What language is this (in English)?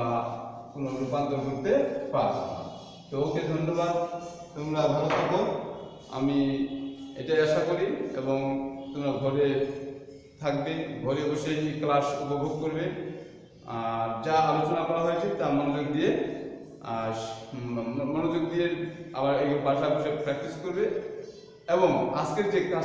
Bangla